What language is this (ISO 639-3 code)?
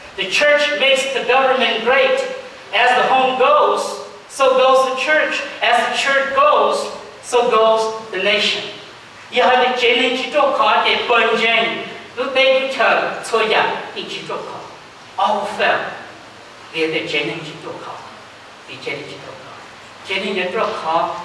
hmn